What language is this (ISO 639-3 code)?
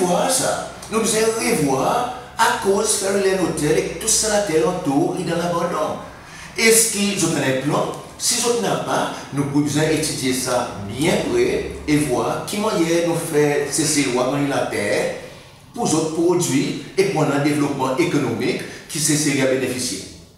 crs